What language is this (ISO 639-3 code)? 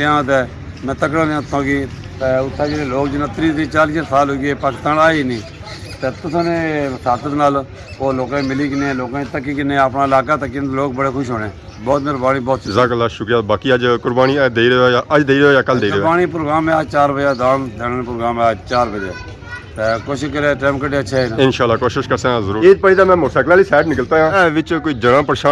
phr